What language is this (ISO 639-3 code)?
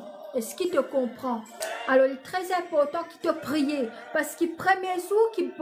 mfe